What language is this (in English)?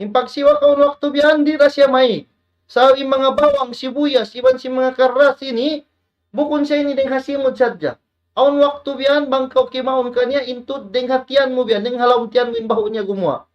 Tausug